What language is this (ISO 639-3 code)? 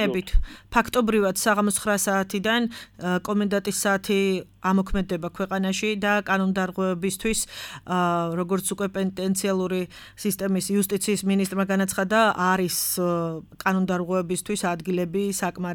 kat